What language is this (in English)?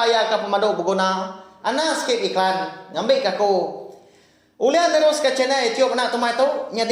Iban